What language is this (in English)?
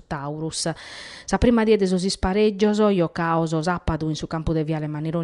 Sardinian